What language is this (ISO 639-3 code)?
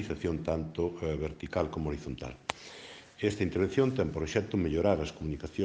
glg